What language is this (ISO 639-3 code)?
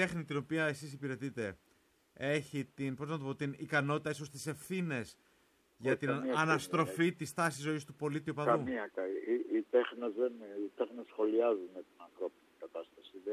ell